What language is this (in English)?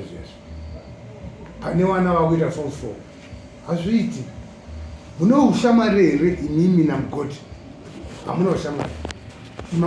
Shona